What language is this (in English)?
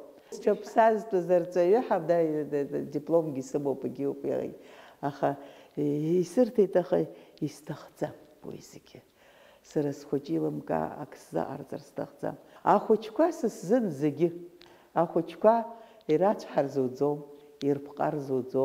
Abkhazian